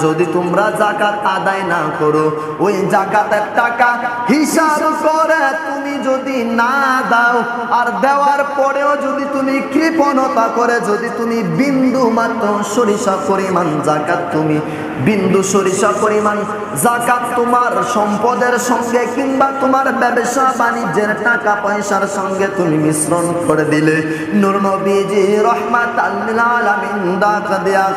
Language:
Bangla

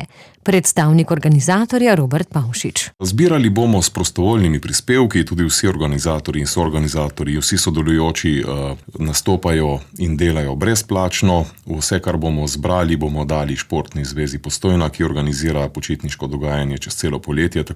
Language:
Slovenian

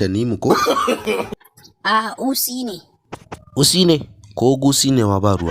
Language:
Hausa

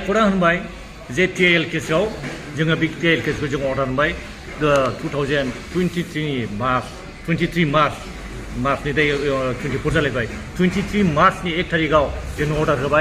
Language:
Bodo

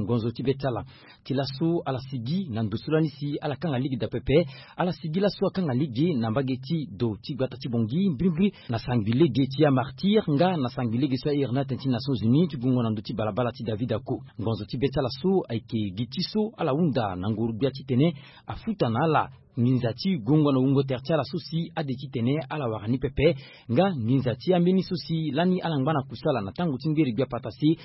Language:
Sango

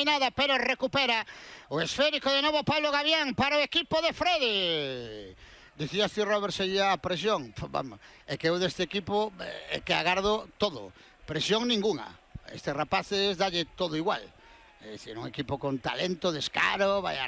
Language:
Galician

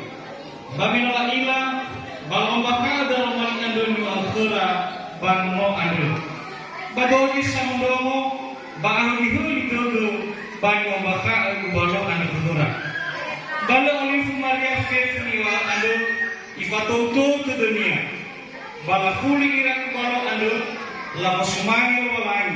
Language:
Nias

